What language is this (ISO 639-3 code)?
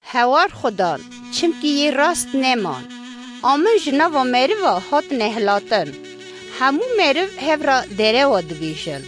kur